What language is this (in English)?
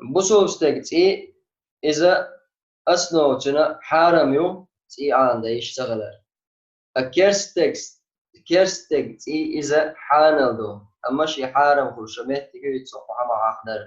Chechen